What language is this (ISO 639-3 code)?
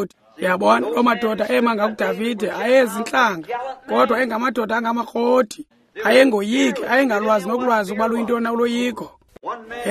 xho